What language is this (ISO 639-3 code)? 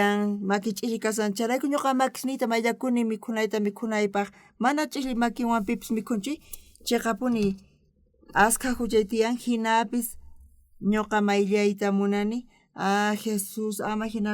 quh